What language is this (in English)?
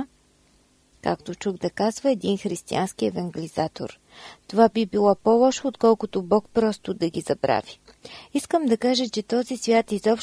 Bulgarian